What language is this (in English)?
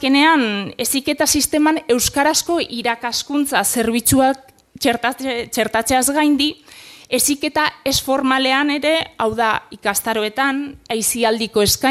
Basque